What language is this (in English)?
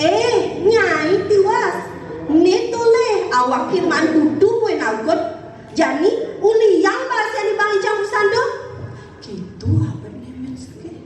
Balinese